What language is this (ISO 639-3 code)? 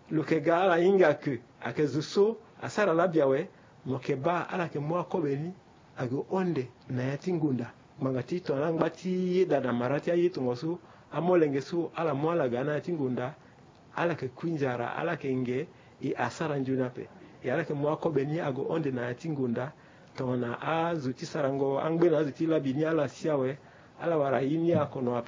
sag